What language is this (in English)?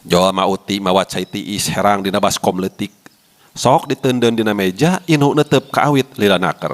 Sundanese